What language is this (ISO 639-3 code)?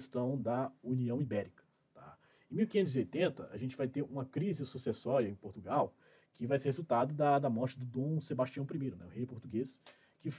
por